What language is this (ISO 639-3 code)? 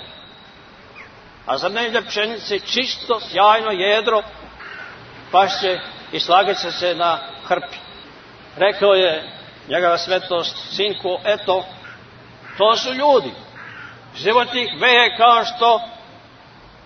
srp